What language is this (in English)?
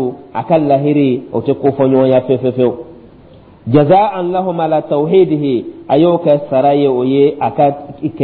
Dyula